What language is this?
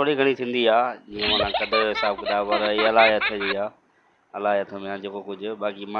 Sindhi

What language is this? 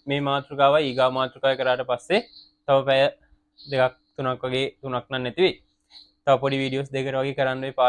Sinhala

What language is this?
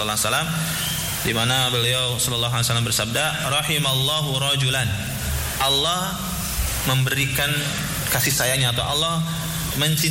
Indonesian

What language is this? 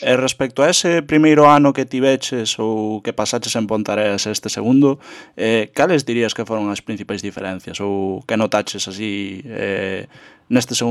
Galician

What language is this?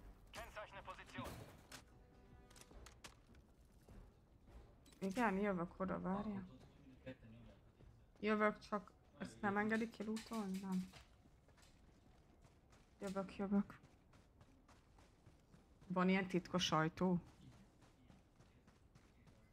Hungarian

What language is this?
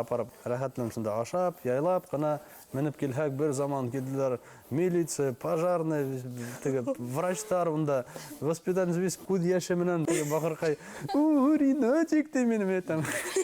Bashkir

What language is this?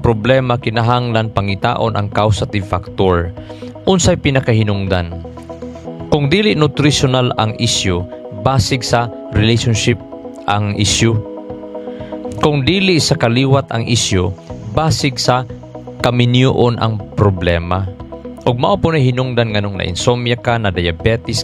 Cebuano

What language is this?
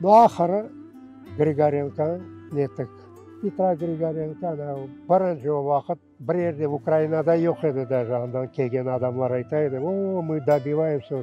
Crimean Tatar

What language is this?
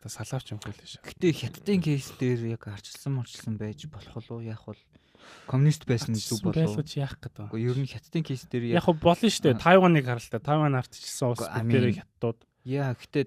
Mongolian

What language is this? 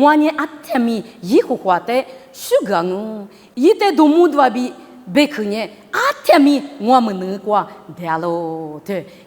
Lisu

